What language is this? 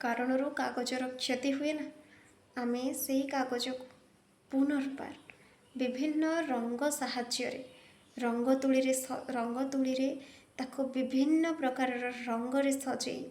Odia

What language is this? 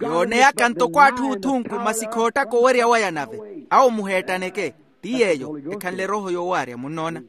Makhuwa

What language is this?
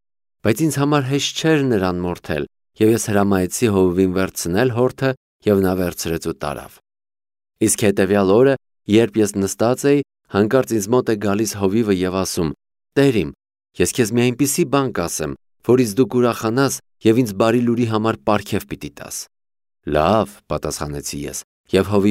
Armenian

